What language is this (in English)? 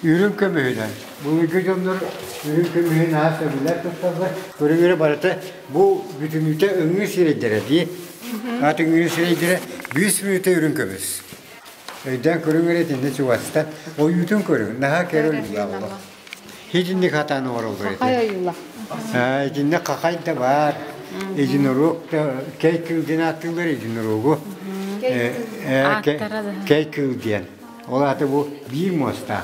Yakut